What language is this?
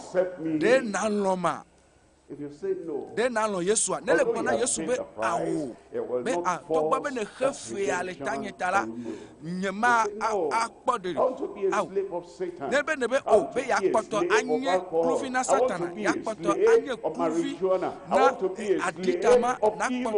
Ewe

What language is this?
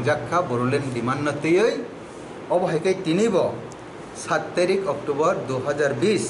Kok Borok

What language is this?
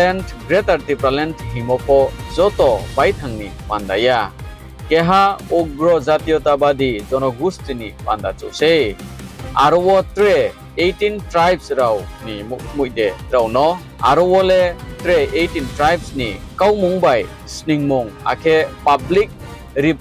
Riang (India)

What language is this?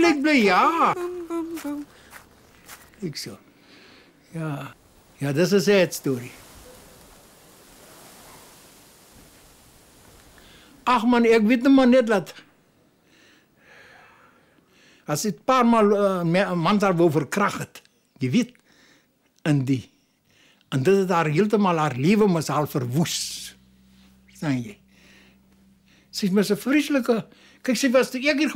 Afrikaans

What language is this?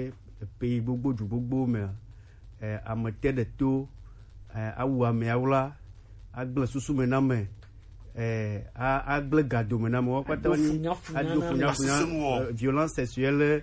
Gen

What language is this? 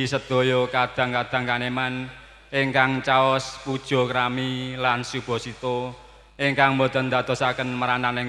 Javanese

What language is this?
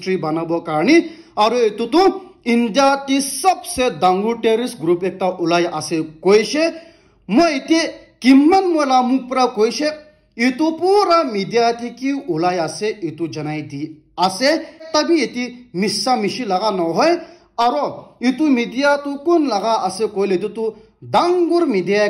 Naga Pidgin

